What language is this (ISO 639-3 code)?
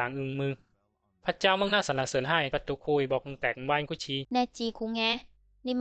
bzi